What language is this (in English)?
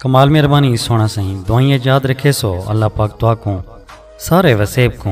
Saraiki